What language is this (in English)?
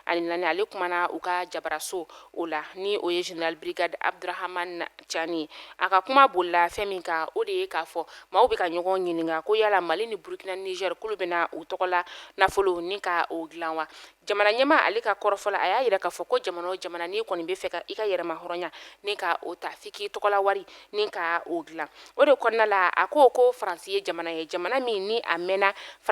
Bambara